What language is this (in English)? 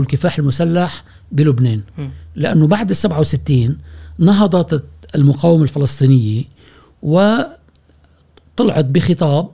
Gulf Arabic